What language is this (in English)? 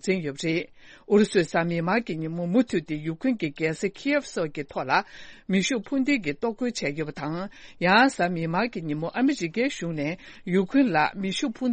Tibetan